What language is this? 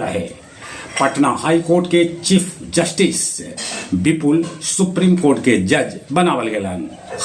Magahi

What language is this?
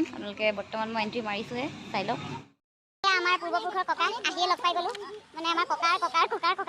Assamese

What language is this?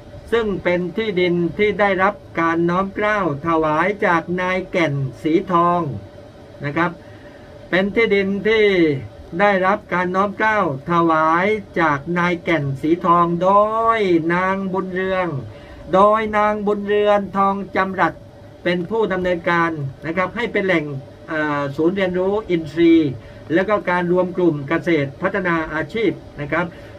Thai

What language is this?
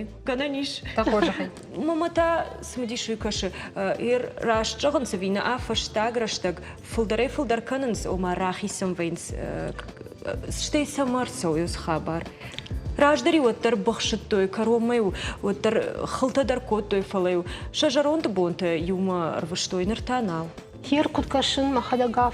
Ossetic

